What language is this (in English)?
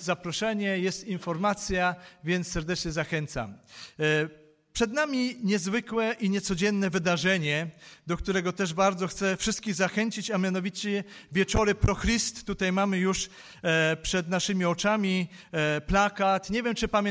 Polish